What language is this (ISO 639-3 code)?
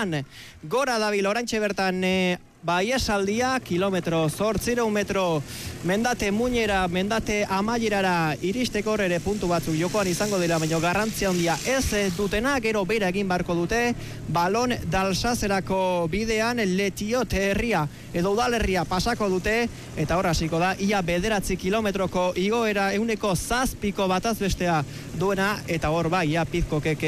eus